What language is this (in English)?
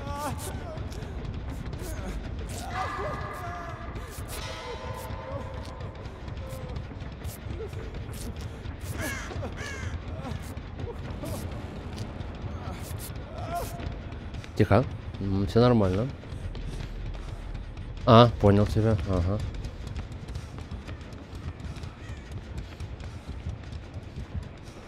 Russian